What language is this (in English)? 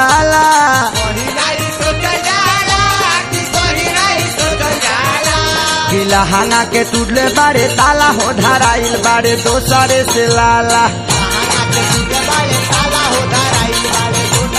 Bhojpuri